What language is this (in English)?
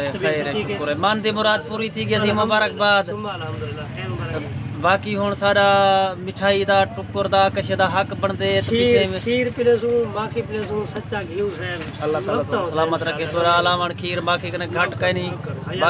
Saraiki